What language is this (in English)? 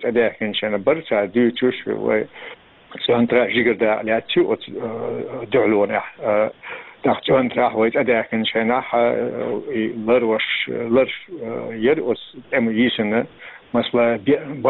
Chechen